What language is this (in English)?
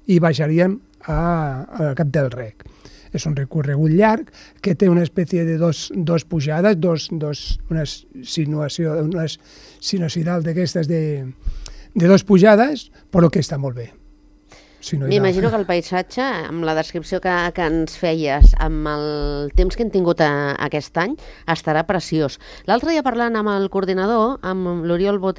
Catalan